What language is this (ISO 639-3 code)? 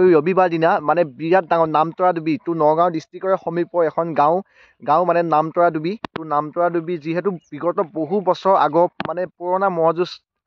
asm